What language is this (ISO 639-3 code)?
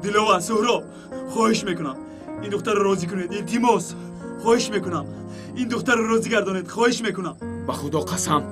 tgk